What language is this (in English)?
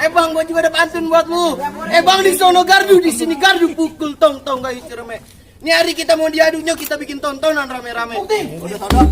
Betawi